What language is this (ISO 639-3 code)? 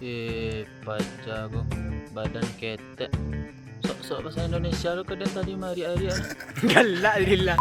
min